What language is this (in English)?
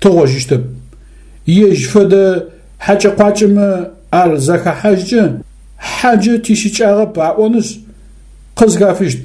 Adyghe